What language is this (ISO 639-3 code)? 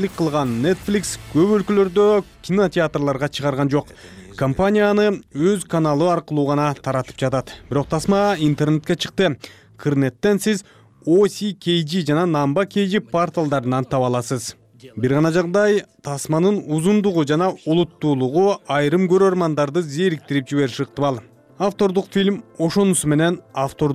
kir